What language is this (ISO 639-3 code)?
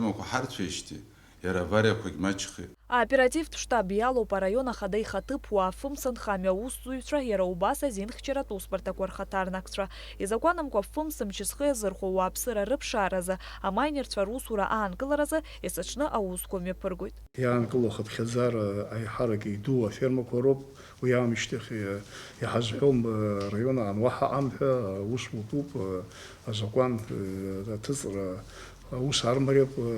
abk